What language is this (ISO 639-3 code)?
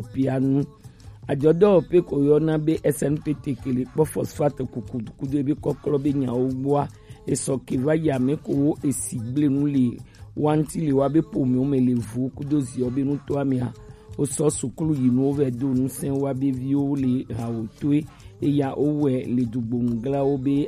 gej